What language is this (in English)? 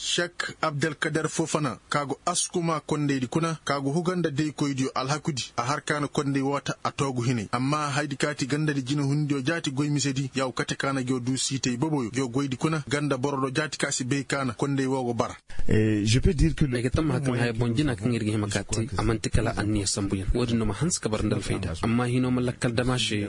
Koyraboro Senni